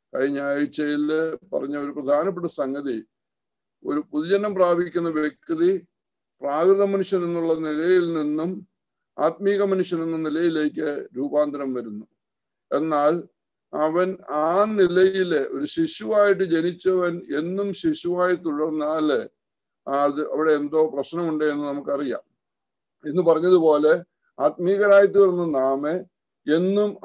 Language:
Malayalam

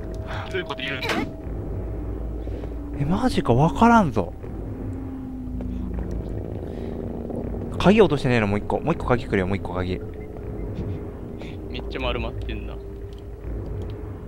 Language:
Japanese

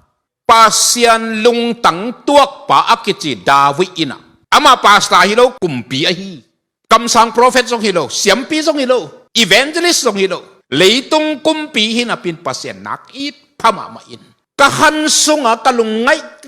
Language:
Tedim Chin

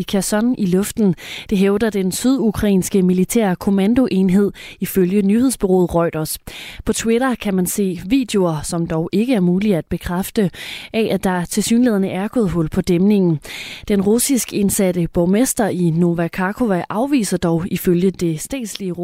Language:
Danish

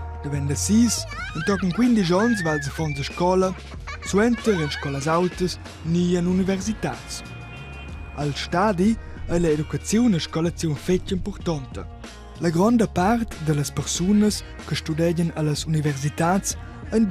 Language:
Romansh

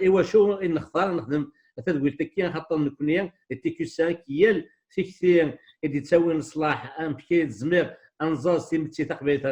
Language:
Kabyle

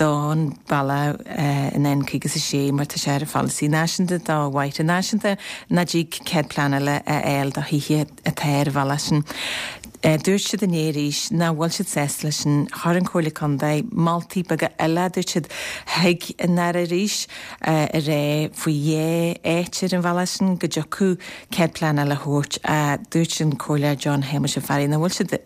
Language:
Irish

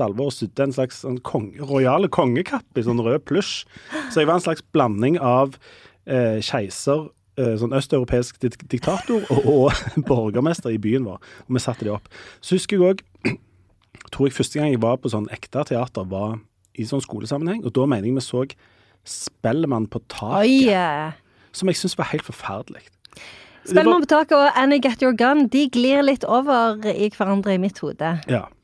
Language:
Norwegian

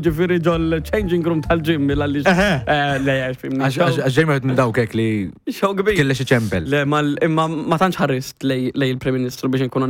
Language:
Maltese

